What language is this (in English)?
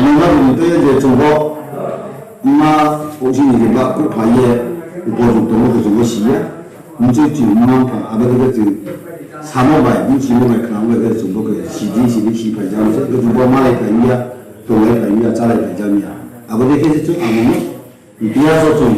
Riang (India)